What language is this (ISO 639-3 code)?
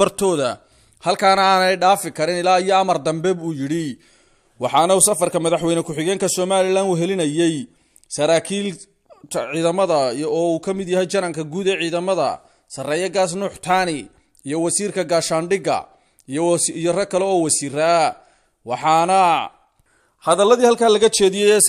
som